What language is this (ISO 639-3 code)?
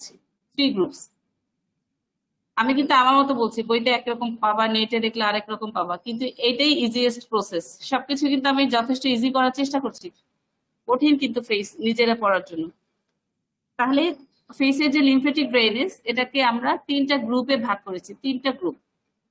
ben